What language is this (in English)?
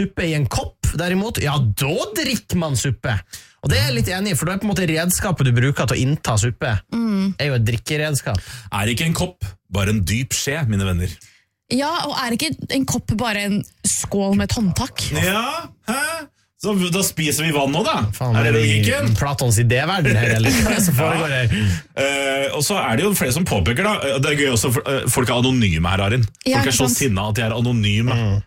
Norwegian